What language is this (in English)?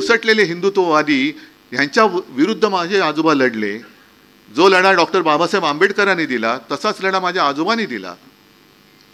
Marathi